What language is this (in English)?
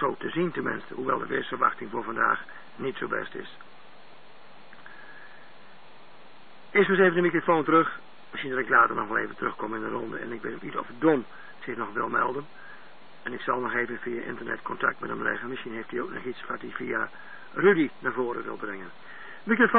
Dutch